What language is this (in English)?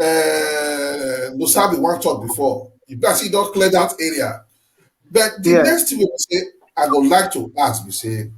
Nigerian Pidgin